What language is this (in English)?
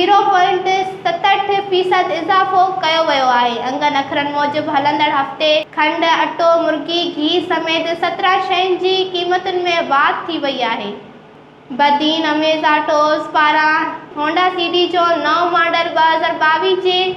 Sindhi